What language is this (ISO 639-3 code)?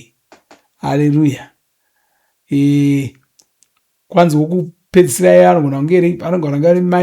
sna